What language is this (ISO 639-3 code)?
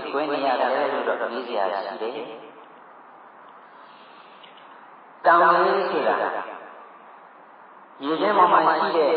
mya